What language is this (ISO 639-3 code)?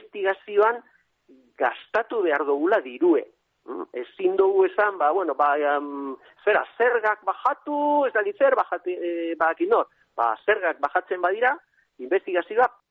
eus